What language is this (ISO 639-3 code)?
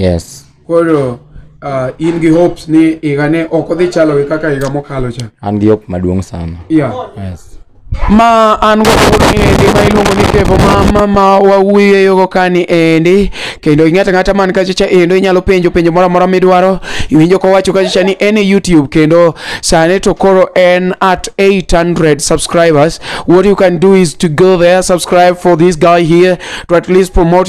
luo